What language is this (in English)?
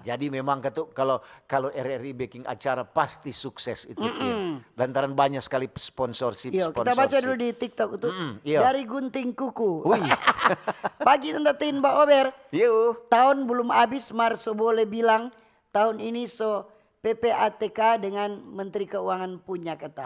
Manado Malay